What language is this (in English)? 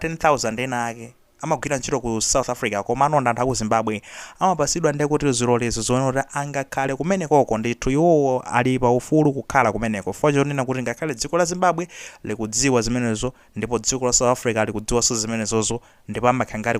Nyanja